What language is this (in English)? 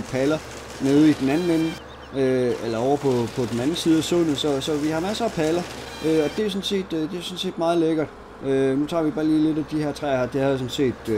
Danish